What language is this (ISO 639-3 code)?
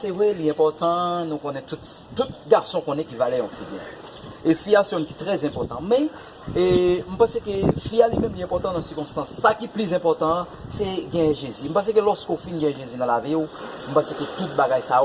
hat